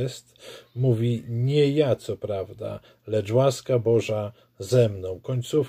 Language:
Polish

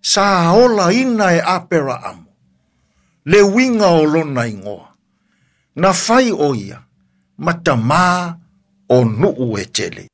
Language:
Samoan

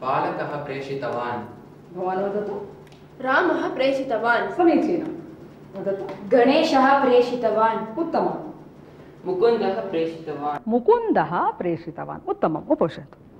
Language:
Sanskrit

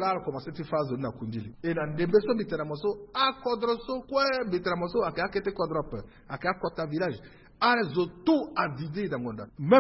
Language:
Sango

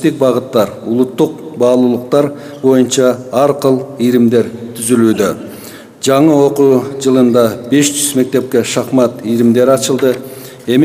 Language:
Kyrgyz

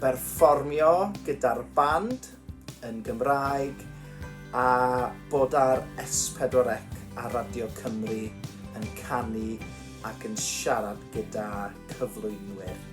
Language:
Welsh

